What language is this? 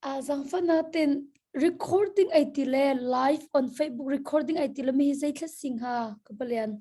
Hakha Chin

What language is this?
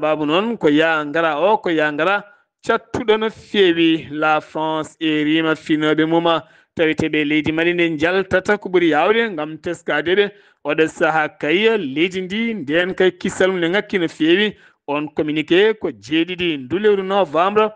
Fula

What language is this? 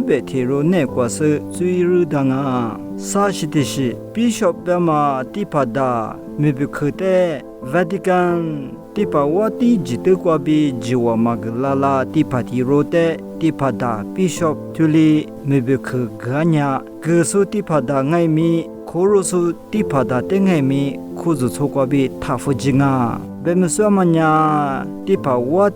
Lisu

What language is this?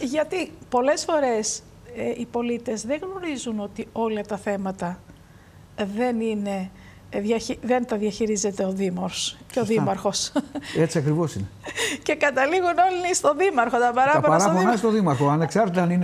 Greek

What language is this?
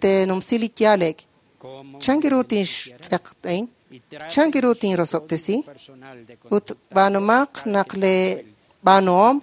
Kekchí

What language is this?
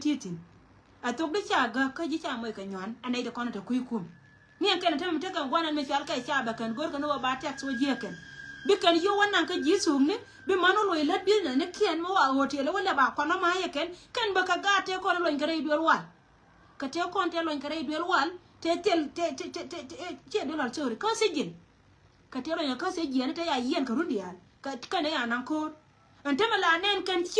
Nuer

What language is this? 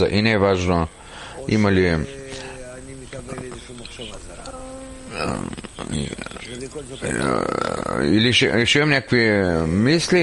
Bulgarian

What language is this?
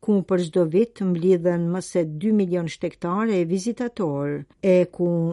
Albanian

